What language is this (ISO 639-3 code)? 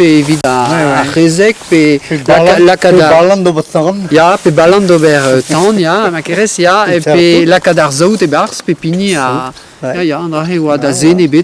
bre